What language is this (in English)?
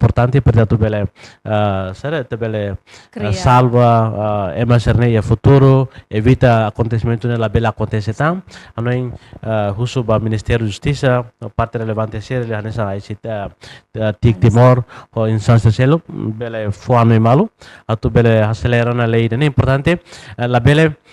Tetum